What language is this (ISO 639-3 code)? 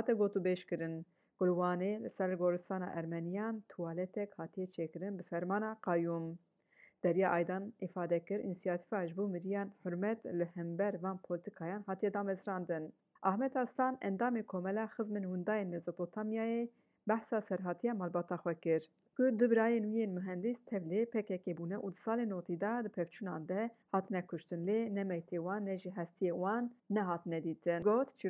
kur